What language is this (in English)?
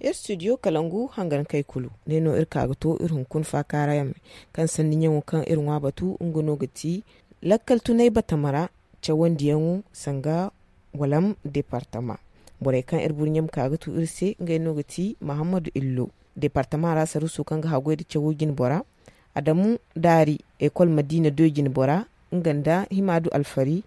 Zarma